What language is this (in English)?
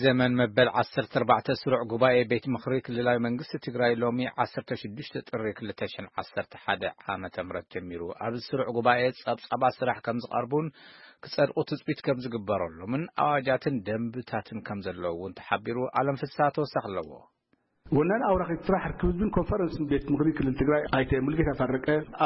Tigrinya